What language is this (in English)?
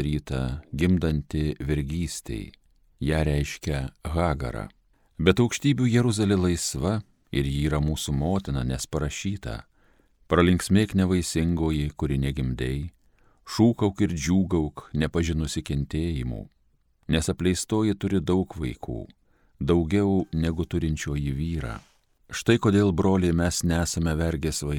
Lithuanian